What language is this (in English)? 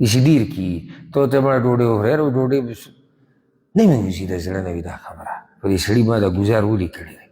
Pashto